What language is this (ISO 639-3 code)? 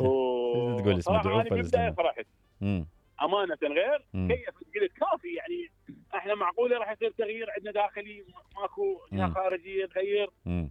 acm